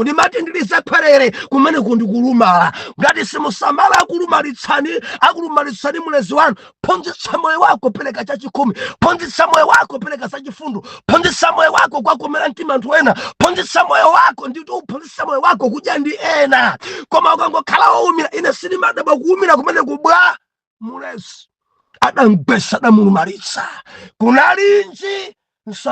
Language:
Nyanja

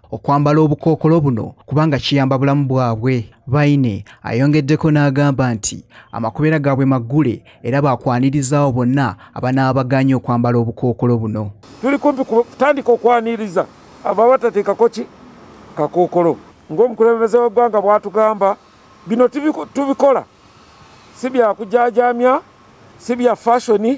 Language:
Ganda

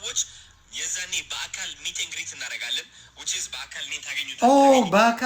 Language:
Amharic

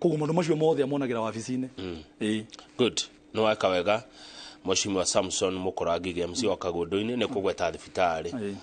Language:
Kikuyu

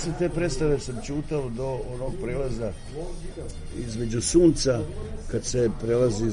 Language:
Serbian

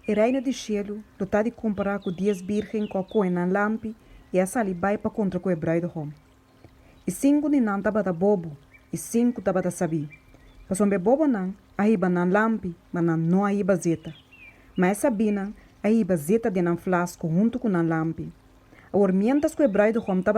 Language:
Papiamento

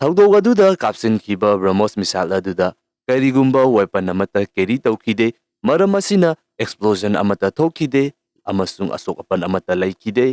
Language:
Manipuri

